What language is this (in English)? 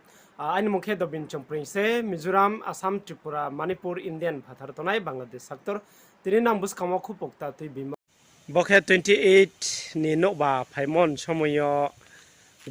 Riang (India)